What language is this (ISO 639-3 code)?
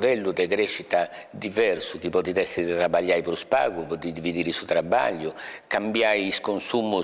srd